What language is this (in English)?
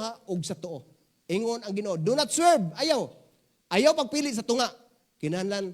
Cebuano